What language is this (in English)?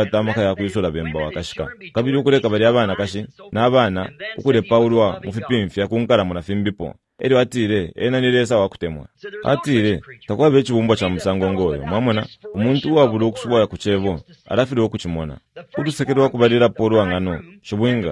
Bemba